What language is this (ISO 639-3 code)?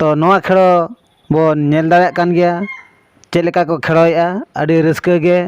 sat